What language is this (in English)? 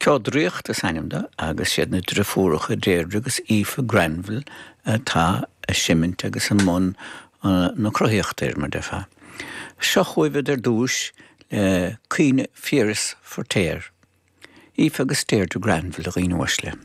Irish